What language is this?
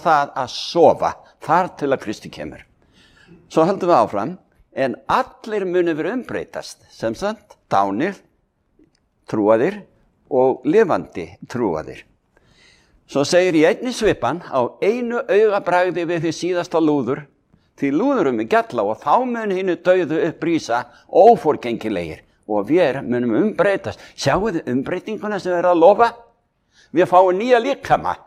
Icelandic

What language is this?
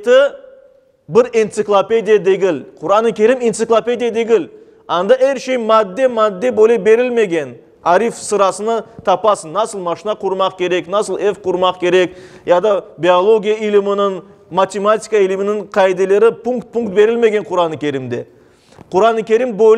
Crimean Tatar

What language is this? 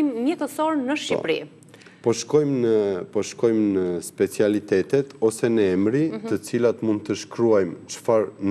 Albanian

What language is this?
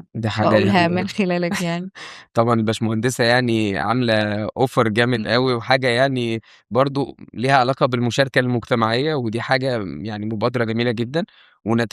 Egyptian Arabic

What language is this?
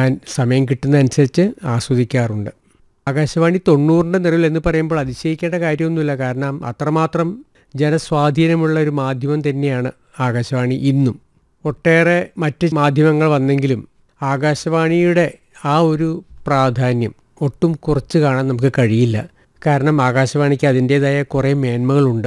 Malayalam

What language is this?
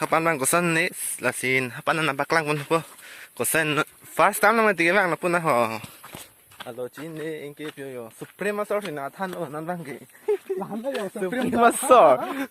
Karbi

